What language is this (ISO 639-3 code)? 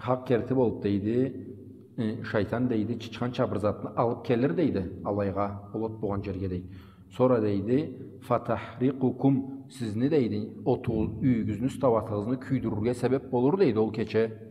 krc